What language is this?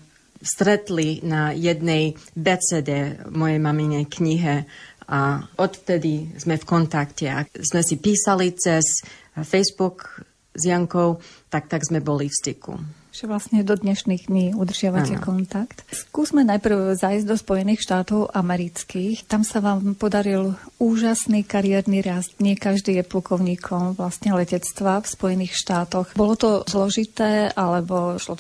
Slovak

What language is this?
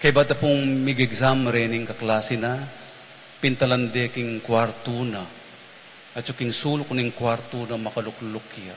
Pampanga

